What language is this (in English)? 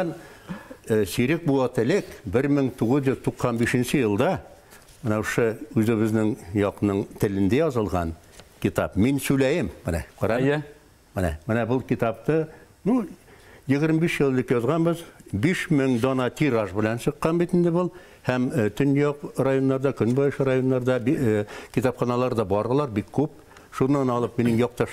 Bashkir